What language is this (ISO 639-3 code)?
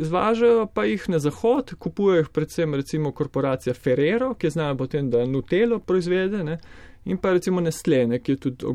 slv